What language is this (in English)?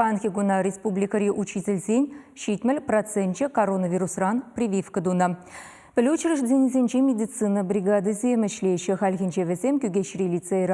Chuvash